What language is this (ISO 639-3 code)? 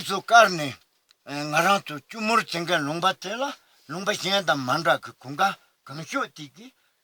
bod